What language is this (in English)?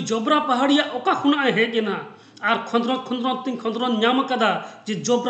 Santali